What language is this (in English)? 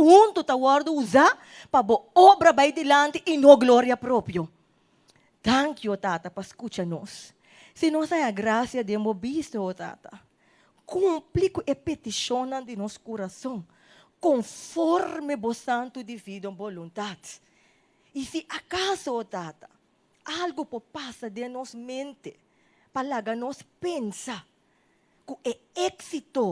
Papiamento